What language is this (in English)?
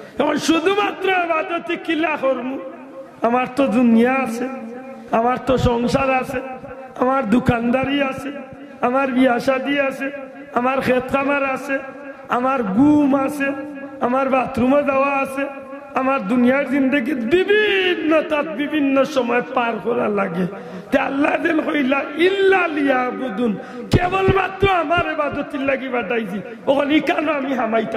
Sylheti